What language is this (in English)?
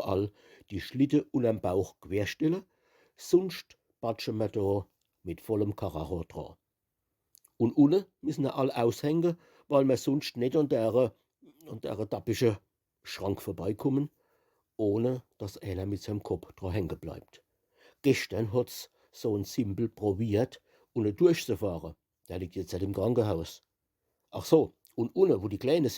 Palatine German